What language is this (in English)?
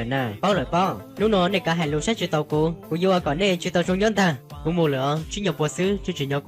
Hmong